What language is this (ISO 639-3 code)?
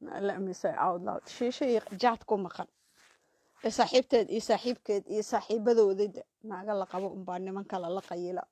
som